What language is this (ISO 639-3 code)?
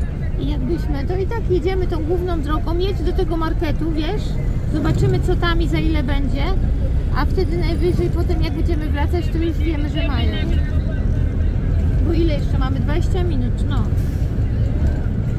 pol